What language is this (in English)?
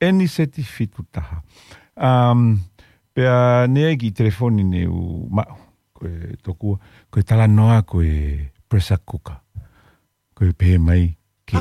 Tongan